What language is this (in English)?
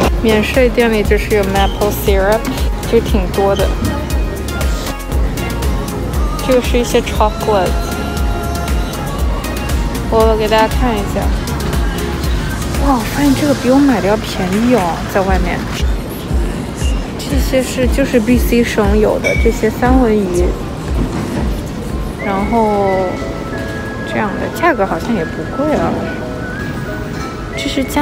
Chinese